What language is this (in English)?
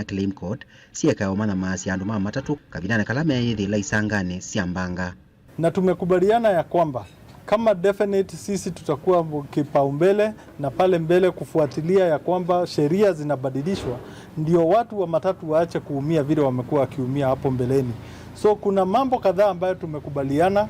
Kamba